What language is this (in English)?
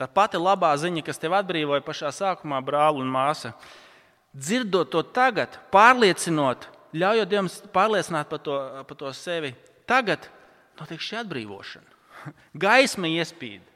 Latvian